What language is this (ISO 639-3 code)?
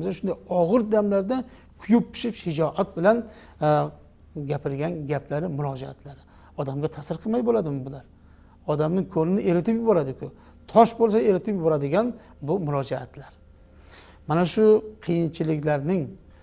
uzb